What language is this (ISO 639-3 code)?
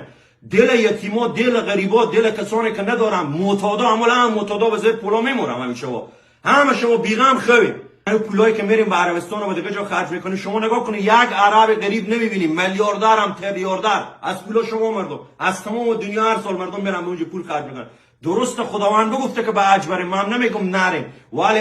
tgk